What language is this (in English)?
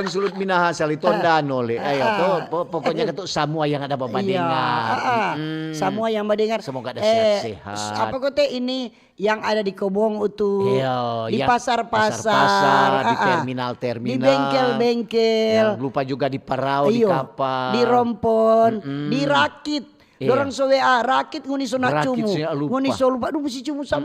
Manado Malay